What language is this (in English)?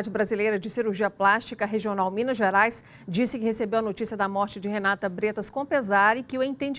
Portuguese